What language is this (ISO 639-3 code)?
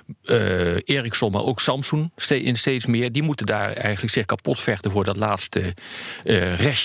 nld